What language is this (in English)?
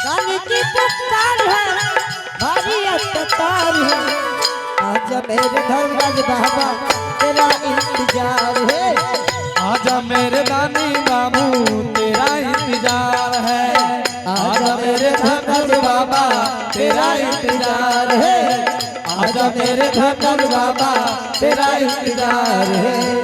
Angika